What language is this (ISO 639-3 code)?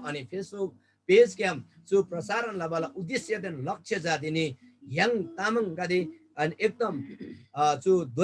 taj